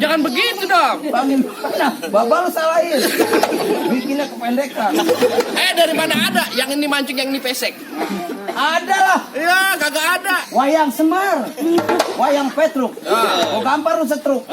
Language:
Betawi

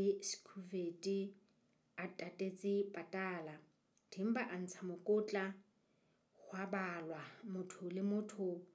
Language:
Southern Sotho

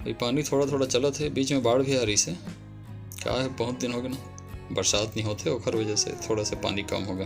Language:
Chhattisgarhi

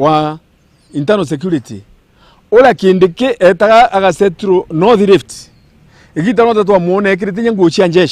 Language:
Meru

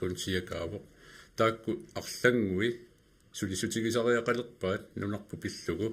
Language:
Kalaallisut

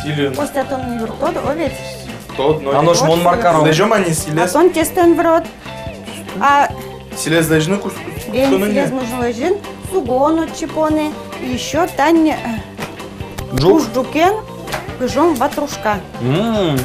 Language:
Udmurt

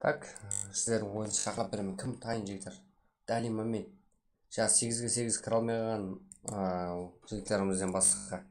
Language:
Kara-Kalpak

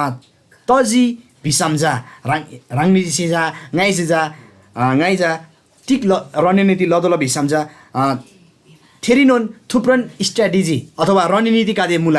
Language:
Eastern Tamang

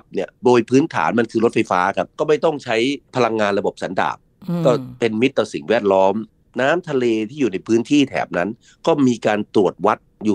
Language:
Thai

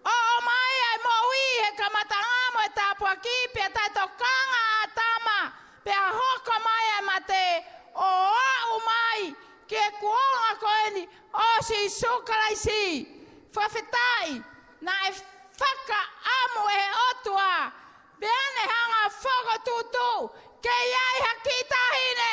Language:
Tongan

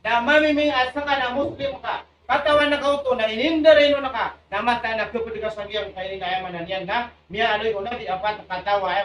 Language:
Maranao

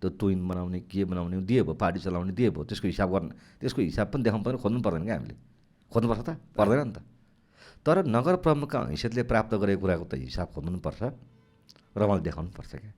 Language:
Nepali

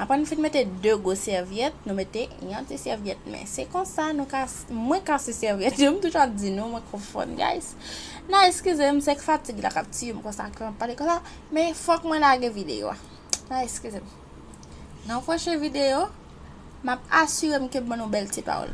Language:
Haitian Creole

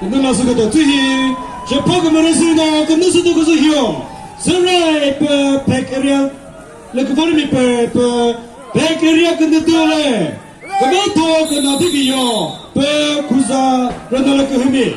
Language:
Chokri Naga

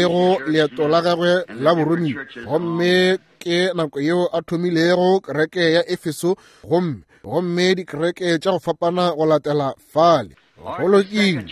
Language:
Northern Sotho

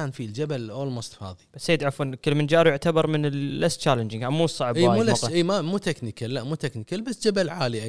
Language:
Gulf Arabic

